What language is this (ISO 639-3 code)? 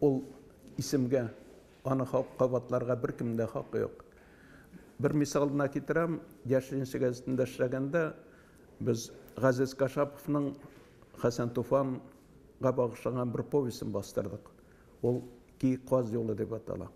tat